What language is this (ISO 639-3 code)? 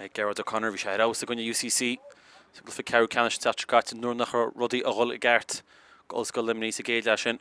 gle